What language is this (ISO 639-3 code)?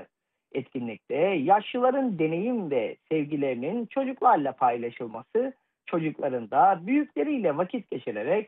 tur